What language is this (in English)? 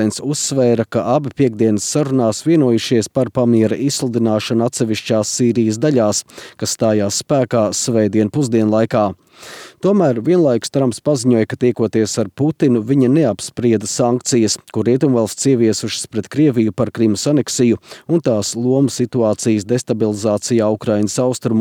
Latvian